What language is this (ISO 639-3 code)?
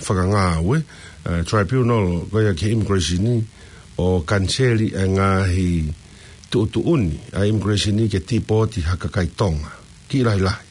ton